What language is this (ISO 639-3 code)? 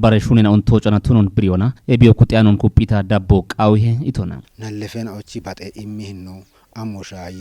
kbr